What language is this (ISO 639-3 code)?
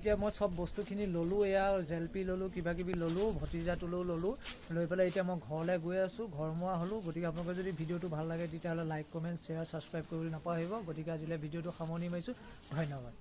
asm